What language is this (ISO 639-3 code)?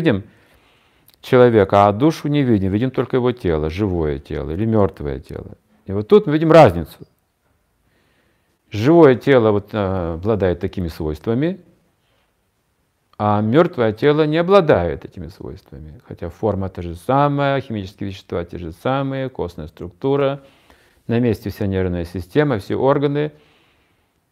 rus